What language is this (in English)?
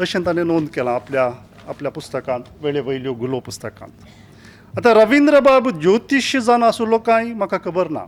Konkani